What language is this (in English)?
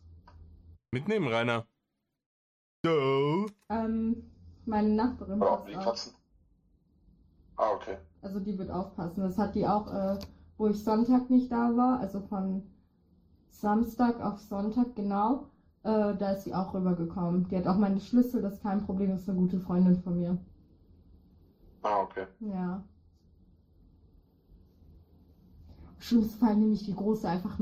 German